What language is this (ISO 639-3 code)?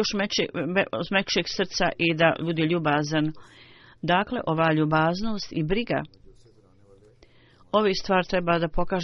bos